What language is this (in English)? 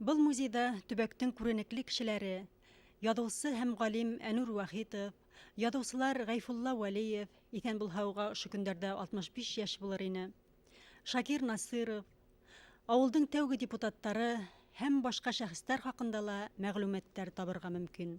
Bashkir